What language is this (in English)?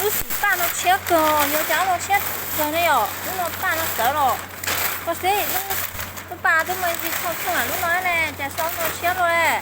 Hmong